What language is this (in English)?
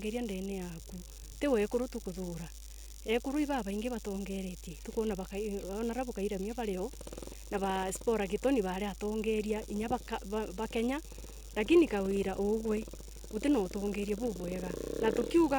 Meru